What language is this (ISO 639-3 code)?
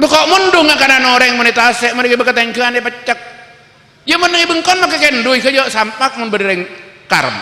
mad